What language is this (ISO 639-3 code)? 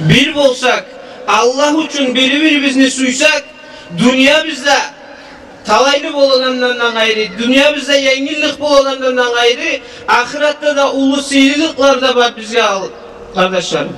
kum